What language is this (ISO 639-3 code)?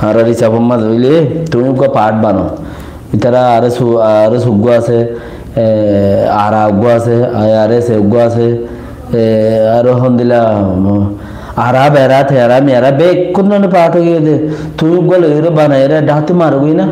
rhg